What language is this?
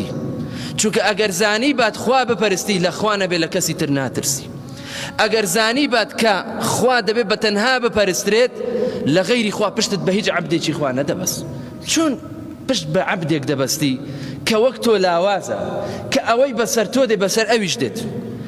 Central Kurdish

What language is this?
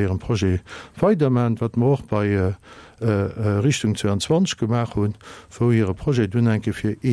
Luxembourgish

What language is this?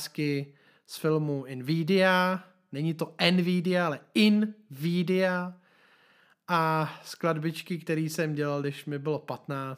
Czech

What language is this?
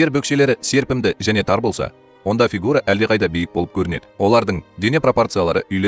Kazakh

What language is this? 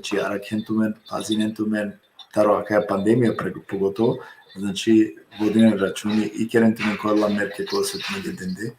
Balkan Romani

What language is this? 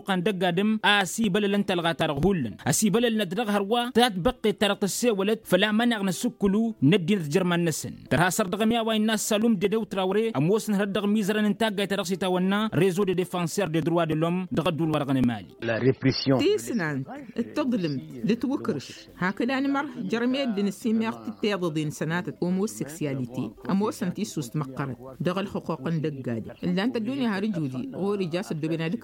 Tamasheq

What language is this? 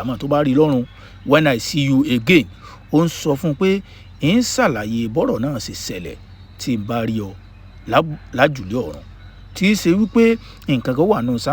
Yoruba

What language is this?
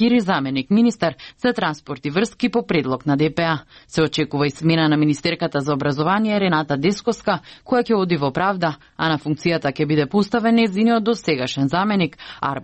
Macedonian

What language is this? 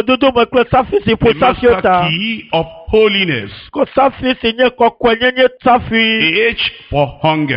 Ewe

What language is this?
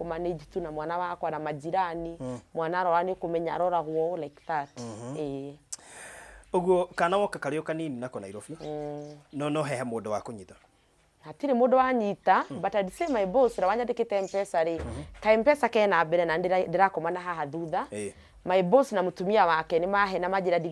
Kikuyu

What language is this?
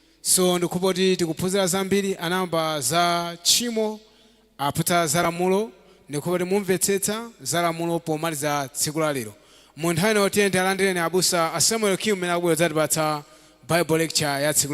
Nyanja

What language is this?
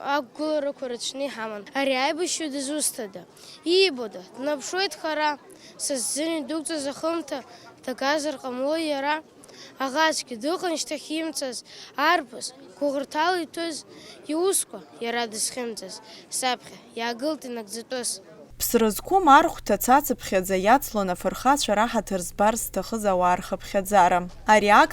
Abkhazian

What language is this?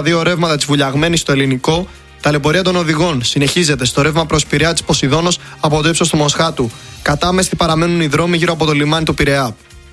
Greek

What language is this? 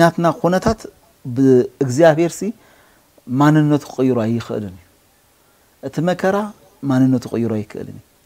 Tigrinya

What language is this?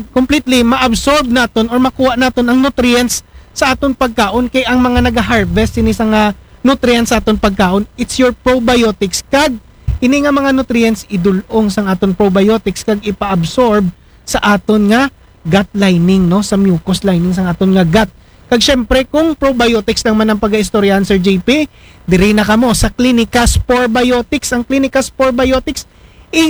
Aklanon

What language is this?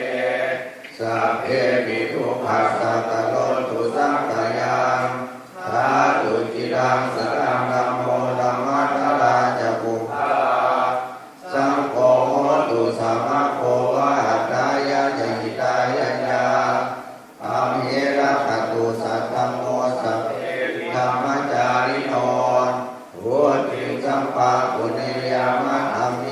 Pali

